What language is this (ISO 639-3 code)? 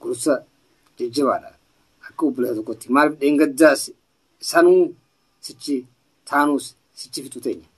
orm